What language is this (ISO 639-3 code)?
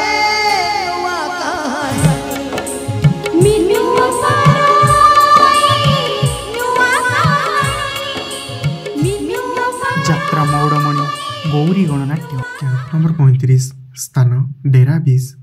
ori